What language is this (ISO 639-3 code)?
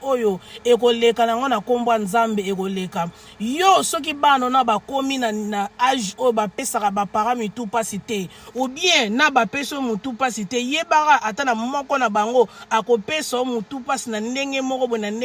lin